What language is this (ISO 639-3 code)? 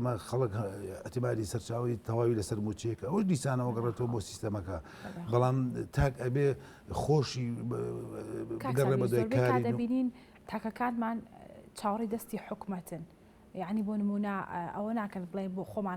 ckb